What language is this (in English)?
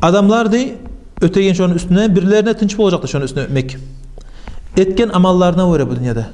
Kumyk